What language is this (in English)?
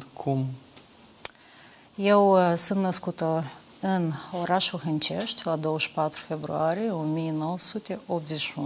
Romanian